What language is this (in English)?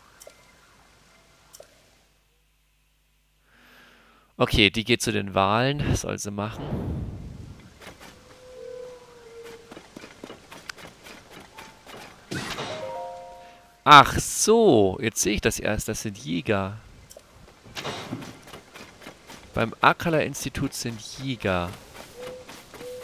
German